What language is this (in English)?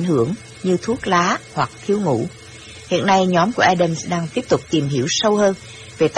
Vietnamese